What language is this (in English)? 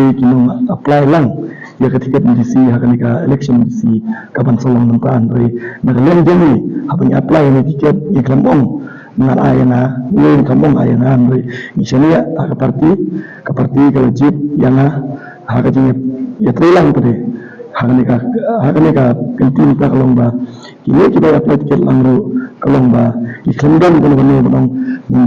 Khasi